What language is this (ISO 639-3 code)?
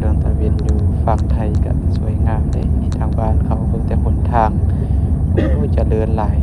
lao